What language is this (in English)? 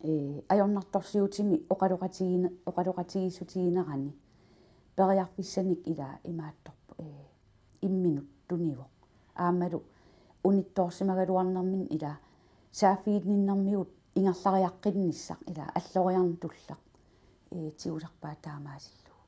Kalaallisut